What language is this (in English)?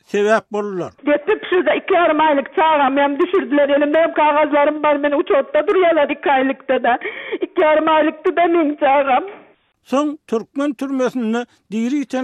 Turkmen